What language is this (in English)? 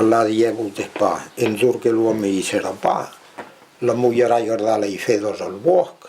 Occitan